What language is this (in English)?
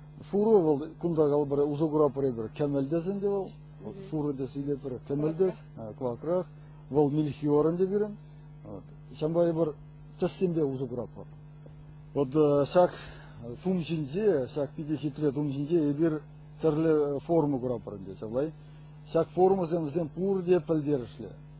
Chuvash